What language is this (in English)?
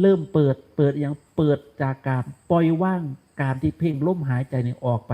Northeastern Thai